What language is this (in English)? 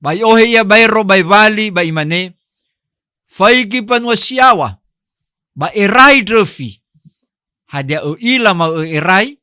Nias